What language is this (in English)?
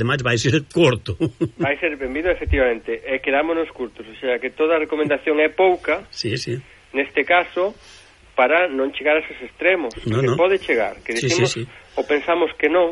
Galician